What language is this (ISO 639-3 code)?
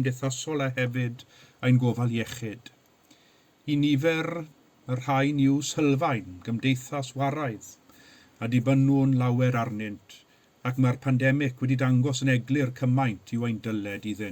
cym